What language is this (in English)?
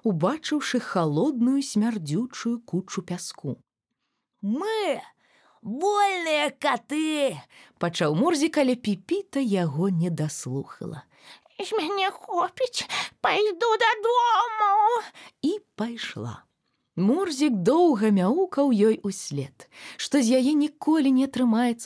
Belarusian